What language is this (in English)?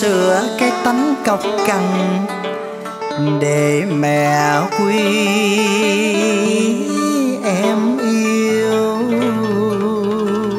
Vietnamese